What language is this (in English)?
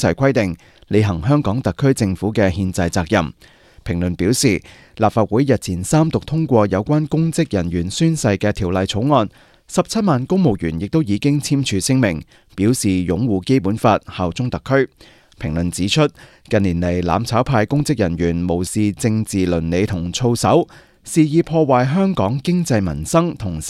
Cantonese